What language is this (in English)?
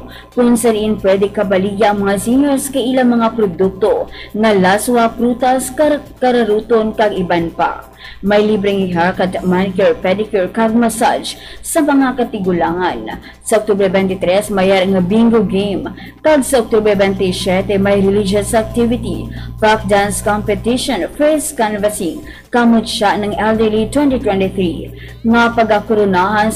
Hiligaynon